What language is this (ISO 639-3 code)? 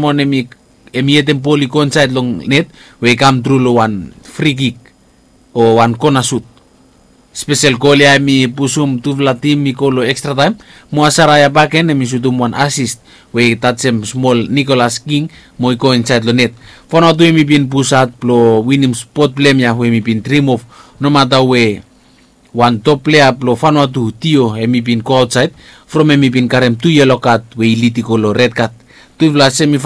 bis